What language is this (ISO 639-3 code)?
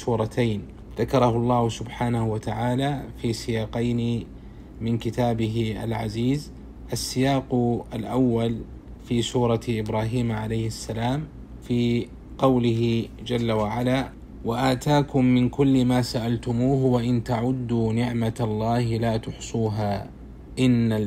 ara